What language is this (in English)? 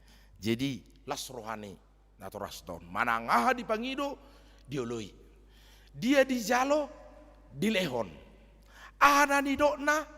Batak Toba